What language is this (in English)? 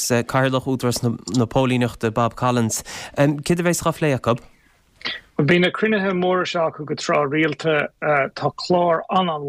Irish